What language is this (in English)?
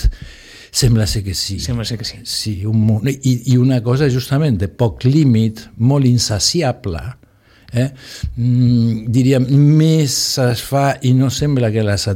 Catalan